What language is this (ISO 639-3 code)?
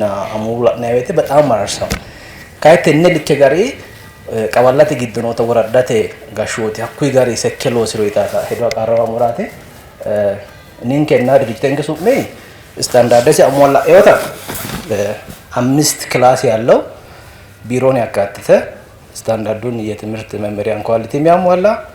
sid